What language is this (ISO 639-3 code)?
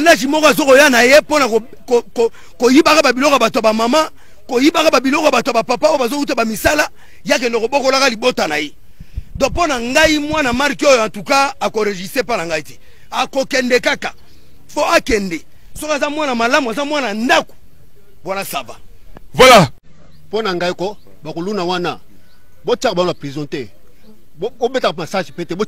lin